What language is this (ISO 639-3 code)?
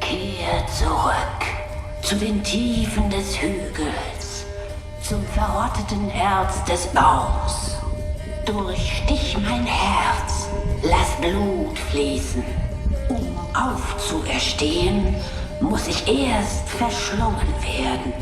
gsw